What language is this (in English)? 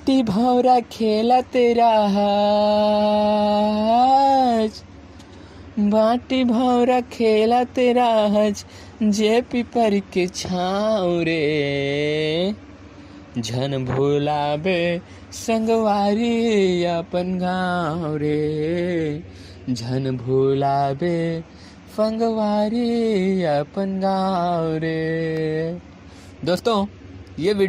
Chhattisgarhi